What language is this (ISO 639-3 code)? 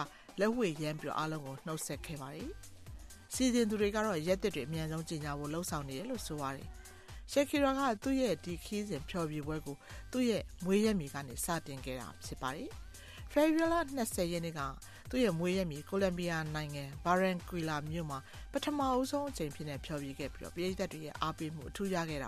mya